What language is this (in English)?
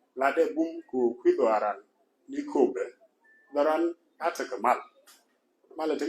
Nuer